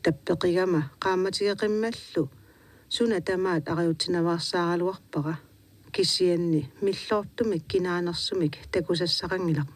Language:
Kalaallisut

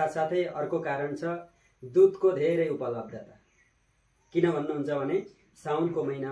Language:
Nepali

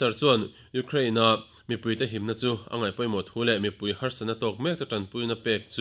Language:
Mizo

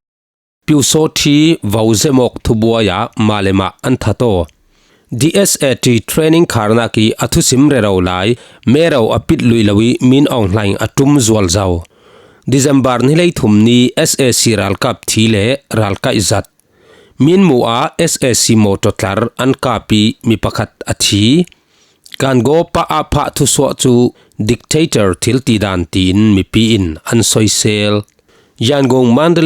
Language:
Falam Chin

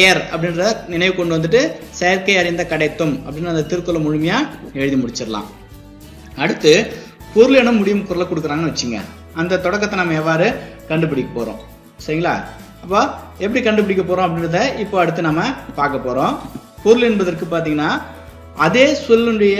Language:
Tamil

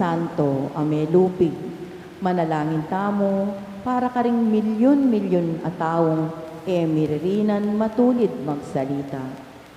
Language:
Pampanga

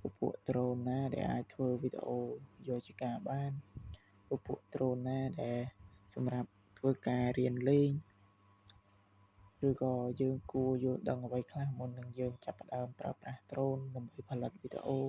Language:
Khmer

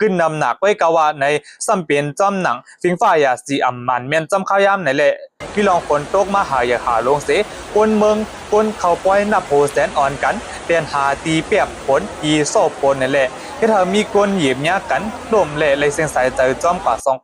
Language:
Shan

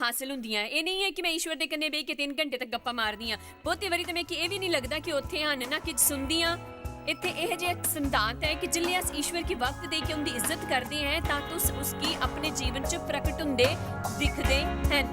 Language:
Dogri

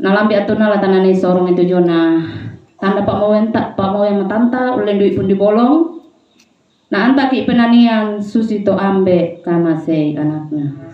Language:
Toraja-Sa'dan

